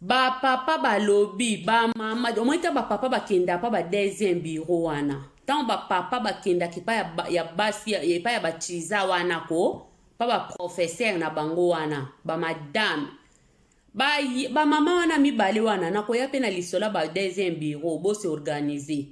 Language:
Lingala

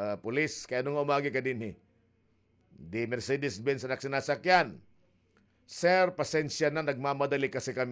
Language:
Waray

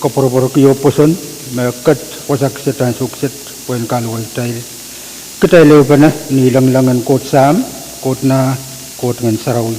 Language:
Pohnpeian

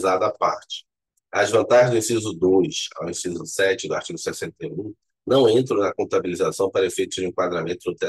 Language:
Portuguese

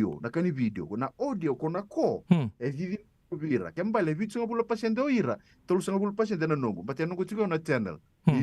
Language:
Fijian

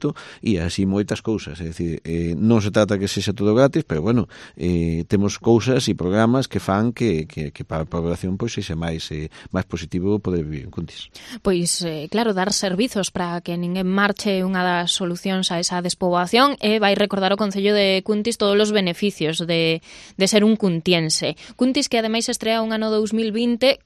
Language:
Galician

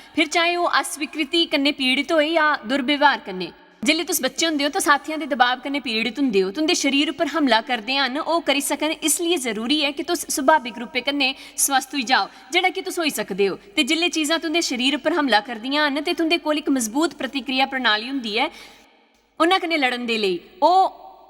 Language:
Dogri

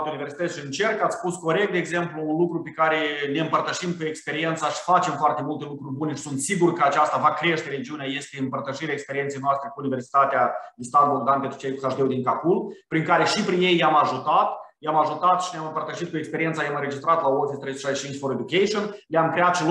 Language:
Romanian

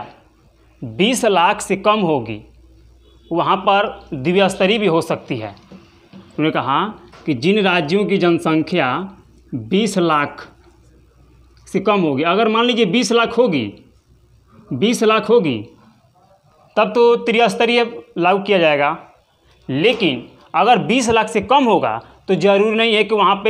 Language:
Hindi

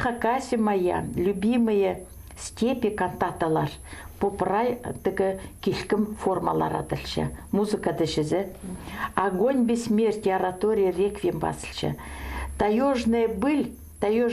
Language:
Khakas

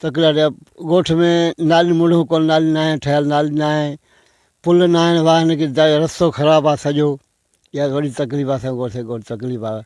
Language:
Sindhi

